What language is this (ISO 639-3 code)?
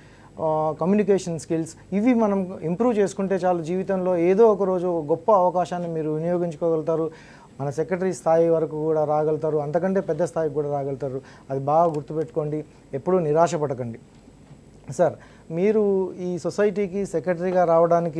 tel